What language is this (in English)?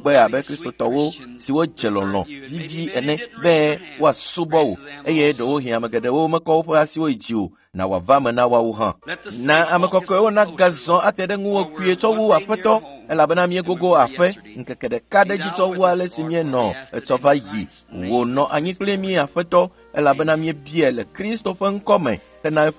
Ewe